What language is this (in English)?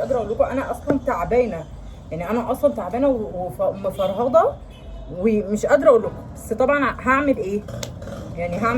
Egyptian Arabic